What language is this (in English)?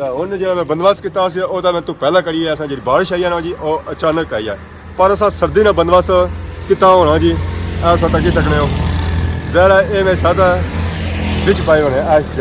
Pahari-Potwari